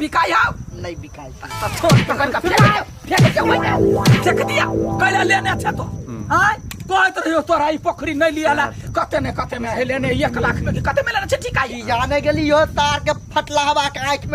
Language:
Maithili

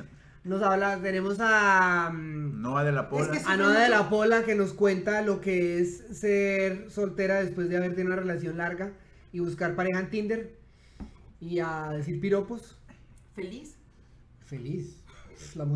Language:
Spanish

